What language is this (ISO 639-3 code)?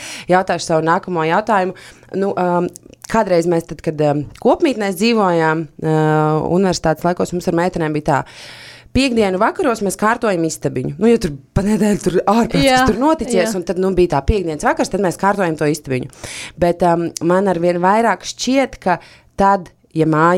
lav